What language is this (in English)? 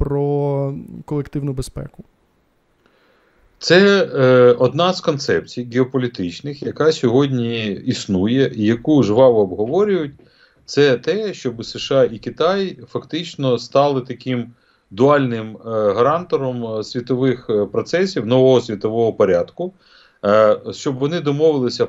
Ukrainian